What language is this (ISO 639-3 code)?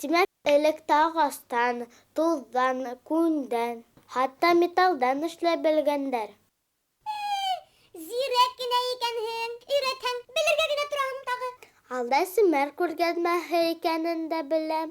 bak